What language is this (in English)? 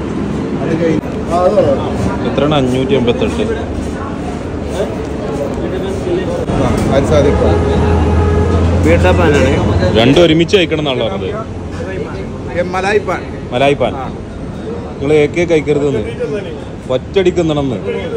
Malayalam